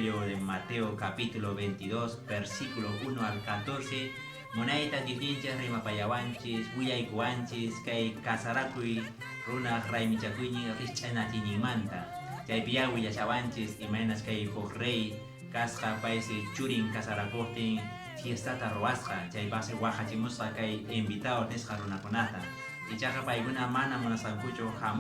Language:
Quechua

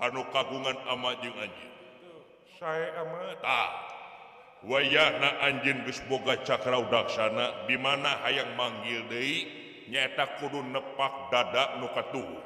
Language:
Sundanese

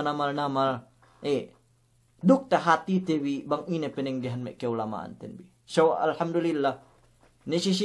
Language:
Yakan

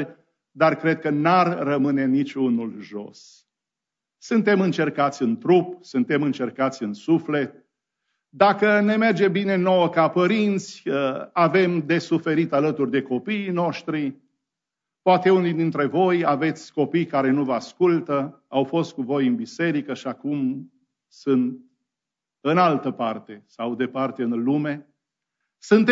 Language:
Romanian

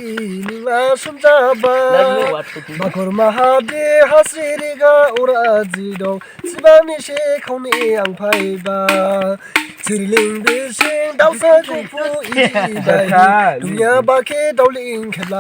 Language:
Dimasa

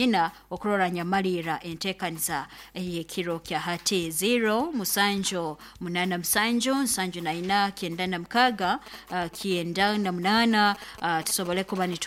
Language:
Nyoro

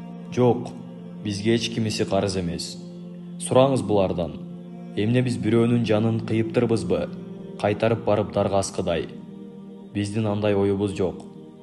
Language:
Kyrgyz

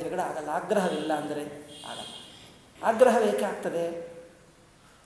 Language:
Kannada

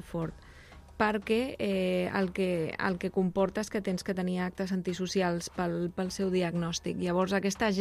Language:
Catalan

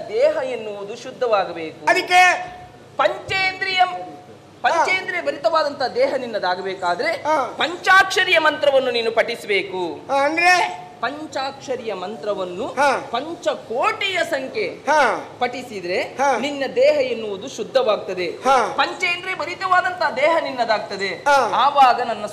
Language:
Kannada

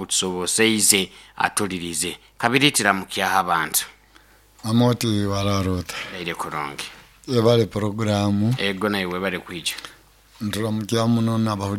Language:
Nyoro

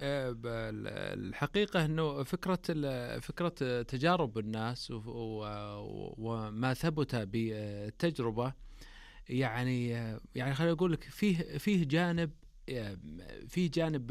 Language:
Najdi Arabic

